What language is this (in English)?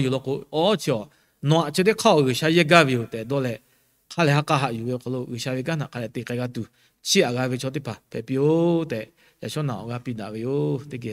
Lahu